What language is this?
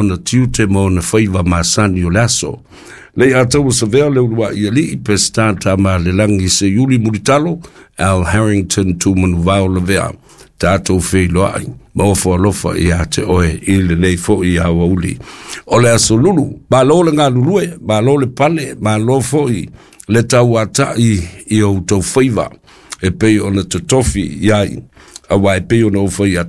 Samoan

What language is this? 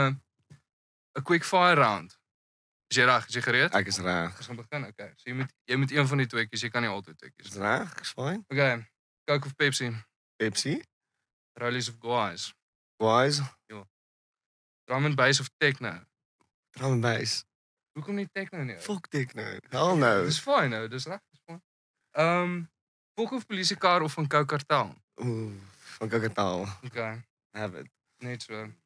Afrikaans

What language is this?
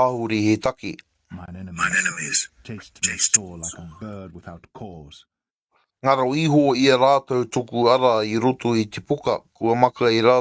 Māori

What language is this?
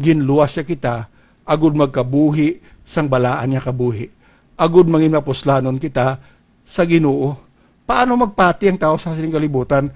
Hiligaynon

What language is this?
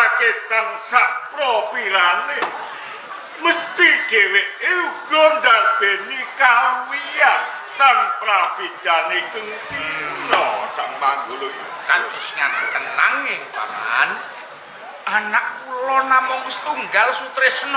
Javanese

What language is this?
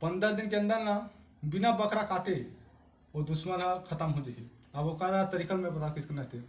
Chhattisgarhi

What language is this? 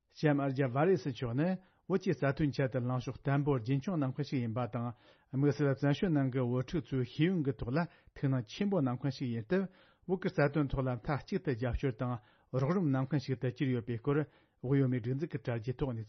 Tibetan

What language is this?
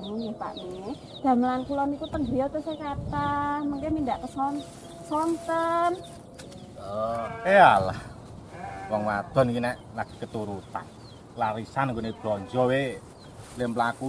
Javanese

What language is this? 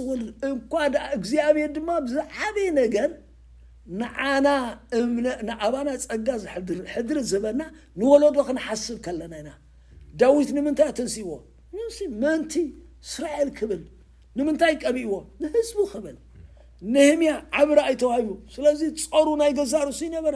Tigrinya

